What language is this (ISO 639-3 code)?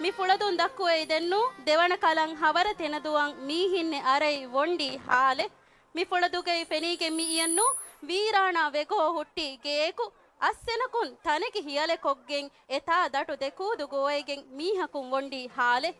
div